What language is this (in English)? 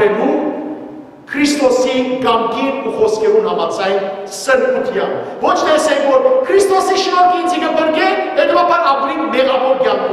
Western Armenian